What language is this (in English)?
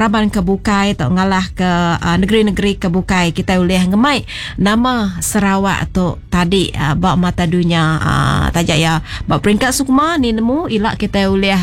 Iban